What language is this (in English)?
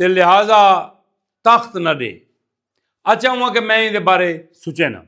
Saraiki